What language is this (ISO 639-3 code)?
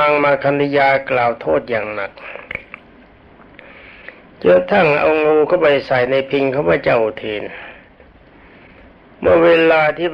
tha